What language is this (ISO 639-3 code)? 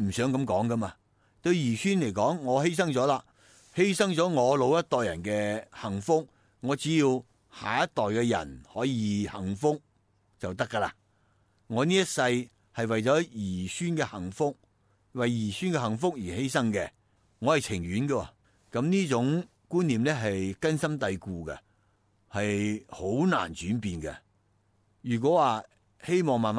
yue